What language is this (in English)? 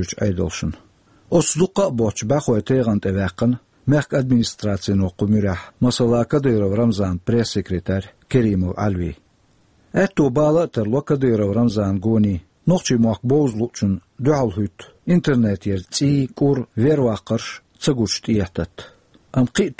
Chechen